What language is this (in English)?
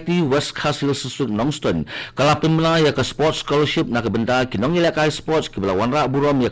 Khasi